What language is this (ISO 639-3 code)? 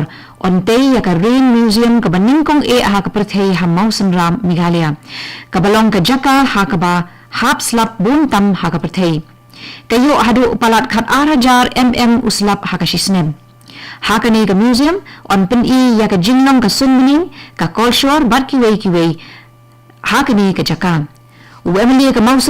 kha